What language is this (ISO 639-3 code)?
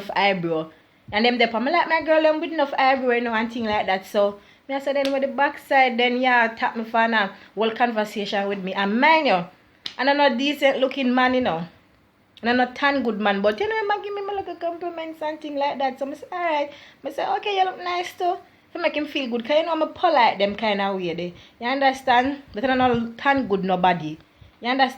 jam